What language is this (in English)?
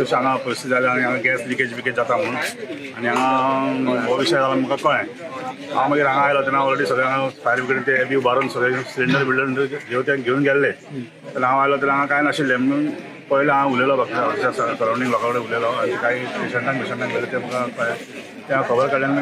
Konkani